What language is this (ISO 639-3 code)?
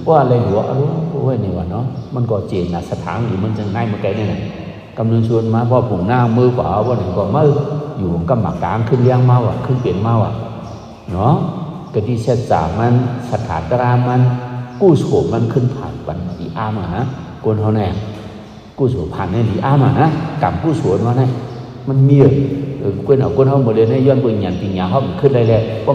shn